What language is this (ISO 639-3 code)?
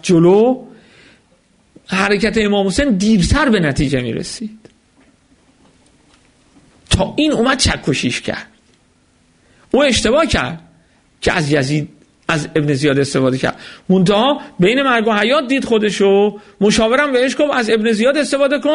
fas